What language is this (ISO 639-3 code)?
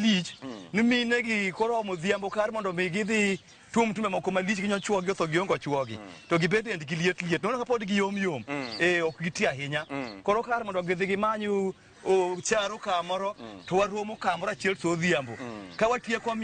luo